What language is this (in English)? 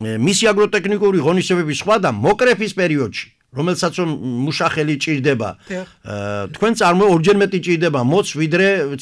Georgian